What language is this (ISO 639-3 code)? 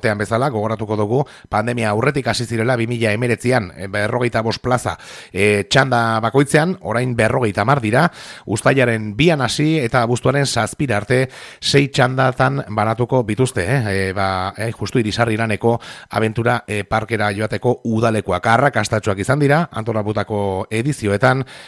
eus